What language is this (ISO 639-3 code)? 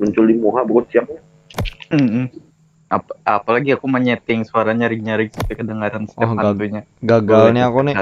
bjn